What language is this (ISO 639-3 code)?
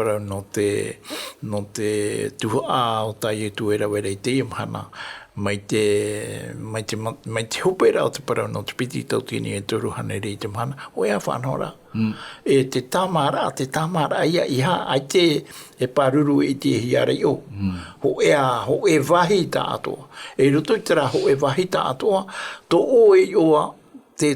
tah